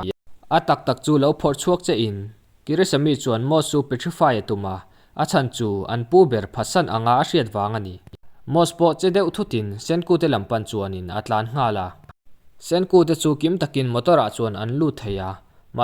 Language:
Mizo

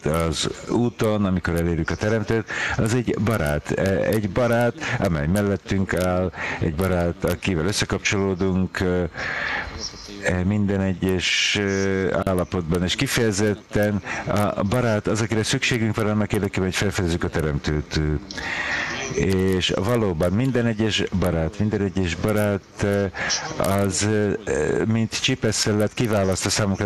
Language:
Hungarian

